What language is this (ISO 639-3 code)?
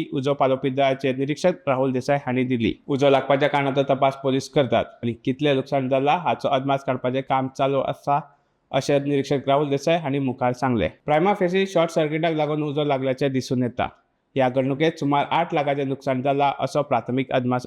kok